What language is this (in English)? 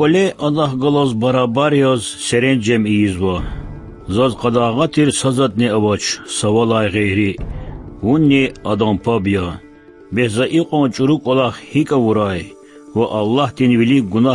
Lezghian